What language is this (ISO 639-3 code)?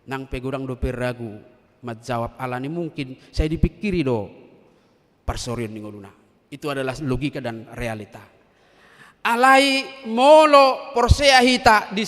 bbc